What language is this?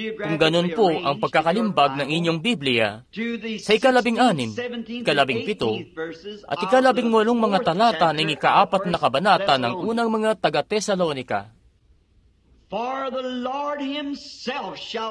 Filipino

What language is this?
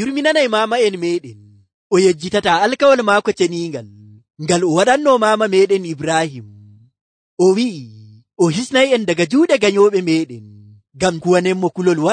Nigerian Fulfulde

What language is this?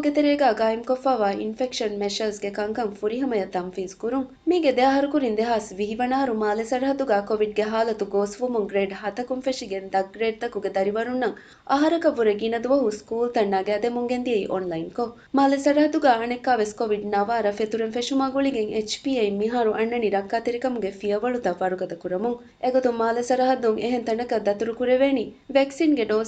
Divehi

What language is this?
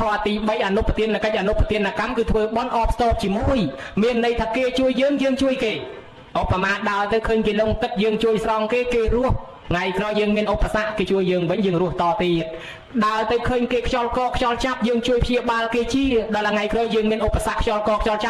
Khmer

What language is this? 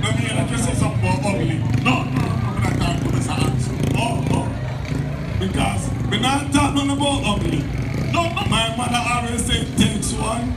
Jamaican Creole English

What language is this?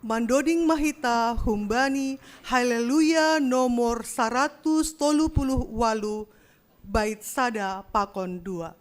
Batak Simalungun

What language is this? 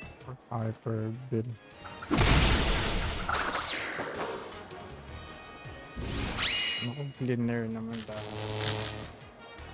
Filipino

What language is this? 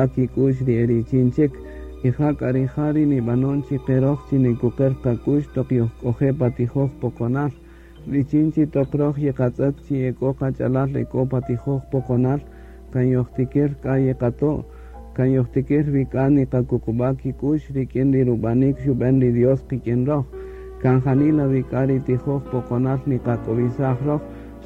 Kaqchikel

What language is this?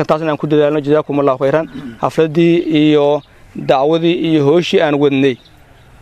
Somali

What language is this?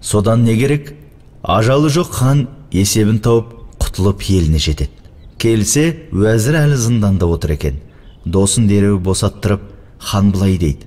Kazakh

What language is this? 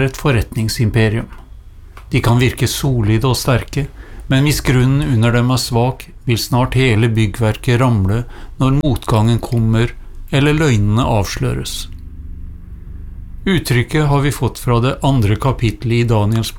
Norwegian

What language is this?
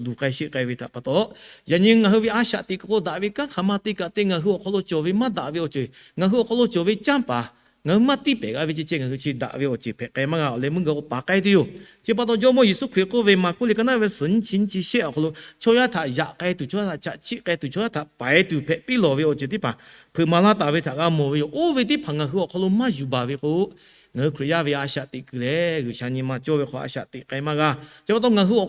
Lahu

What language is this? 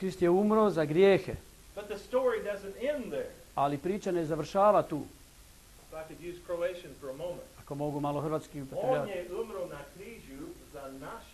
Croatian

